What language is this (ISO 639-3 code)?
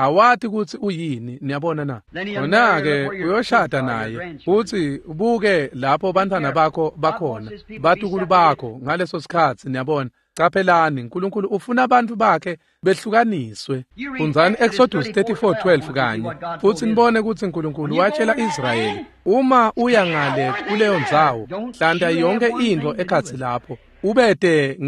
ssw